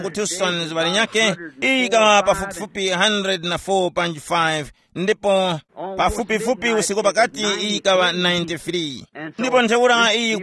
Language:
Tumbuka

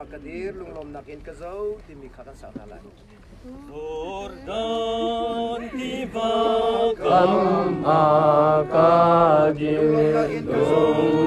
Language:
Hakha Chin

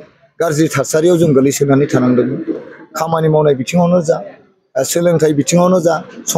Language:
Bodo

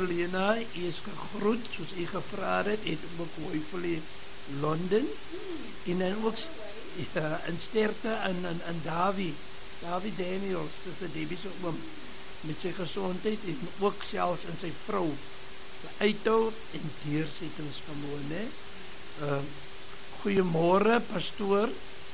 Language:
Afrikaans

